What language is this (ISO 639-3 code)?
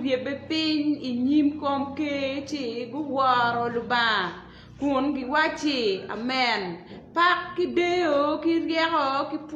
ach